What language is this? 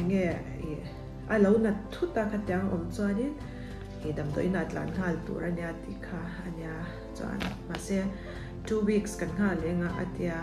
Mizo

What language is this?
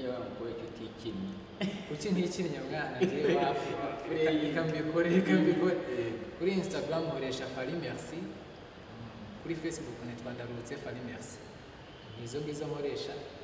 Kinyarwanda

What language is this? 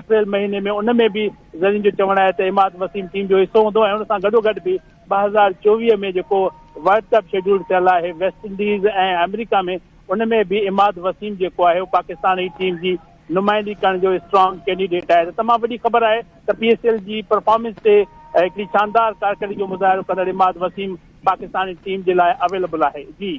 Sindhi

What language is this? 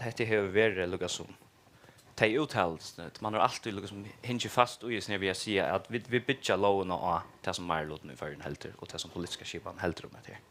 Faroese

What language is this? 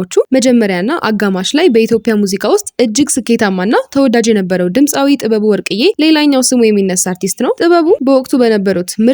Amharic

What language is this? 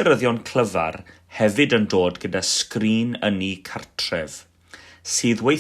Welsh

